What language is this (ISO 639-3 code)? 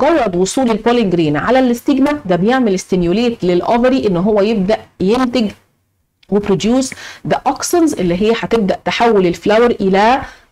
arz